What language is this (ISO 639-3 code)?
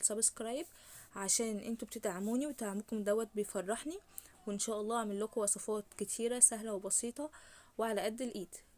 arz